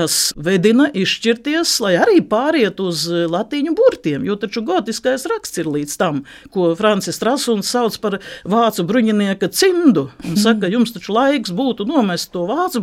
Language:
Latvian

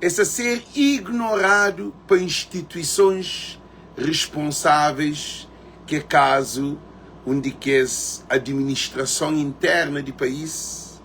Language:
Kabuverdianu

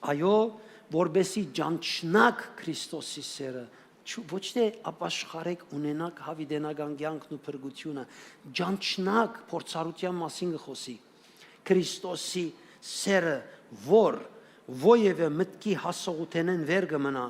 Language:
Western Armenian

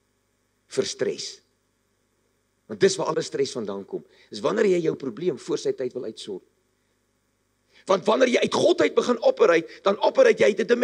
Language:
Afrikaans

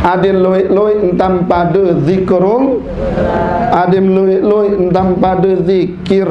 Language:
Sasak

